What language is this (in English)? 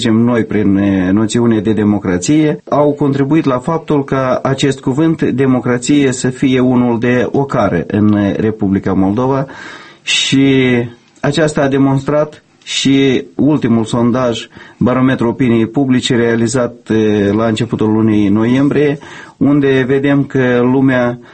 Romanian